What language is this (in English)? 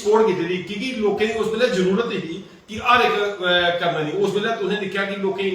Dogri